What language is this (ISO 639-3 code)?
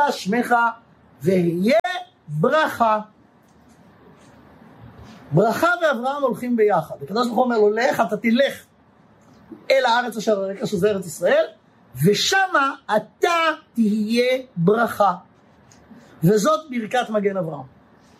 heb